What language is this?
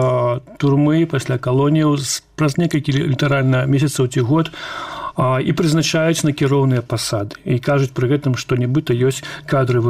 Belarusian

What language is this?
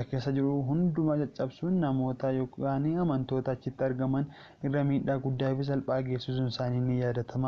Oromo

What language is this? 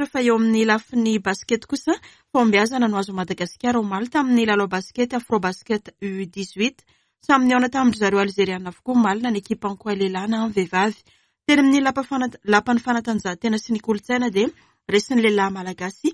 Malagasy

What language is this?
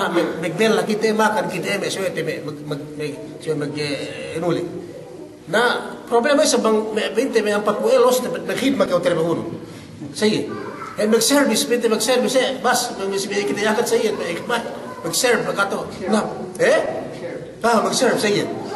Yakan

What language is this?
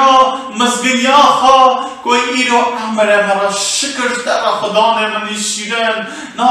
Kurdish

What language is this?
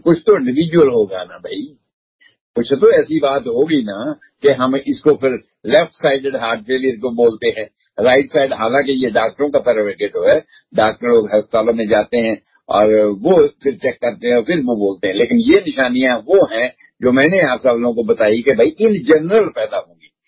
Hindi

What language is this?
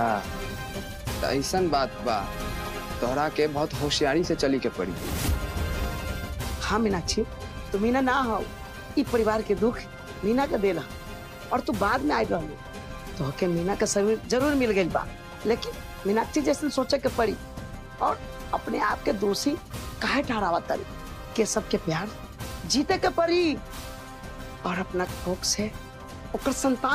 Bhojpuri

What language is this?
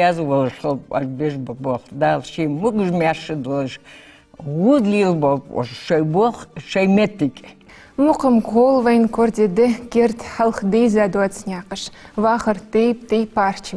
Ingush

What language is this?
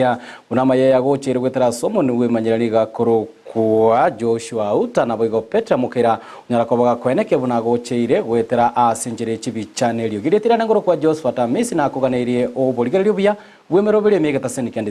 Gusii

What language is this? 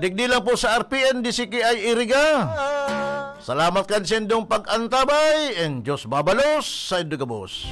Bikol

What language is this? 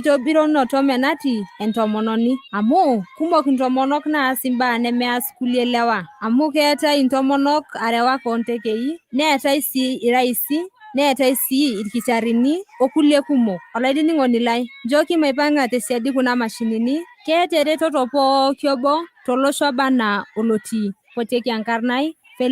Masai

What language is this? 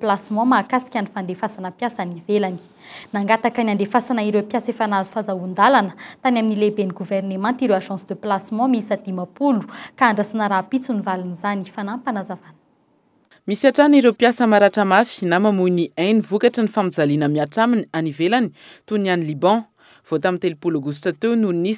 Malagasy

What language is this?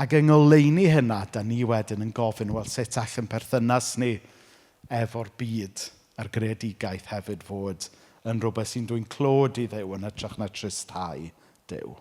Welsh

